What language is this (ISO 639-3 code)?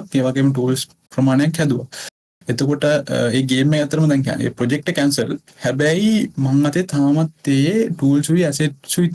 sin